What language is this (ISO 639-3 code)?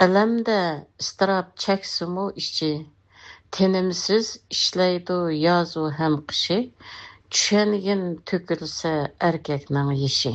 uig